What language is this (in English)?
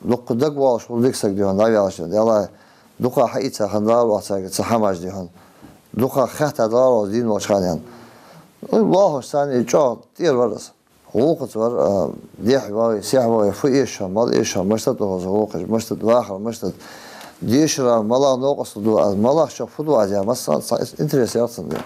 Ingush